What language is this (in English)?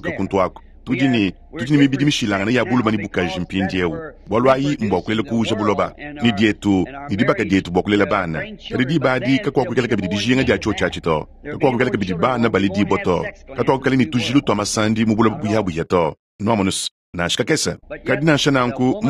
Luba-Lulua